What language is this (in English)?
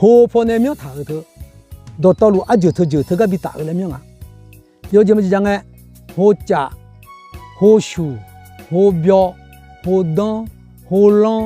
Akha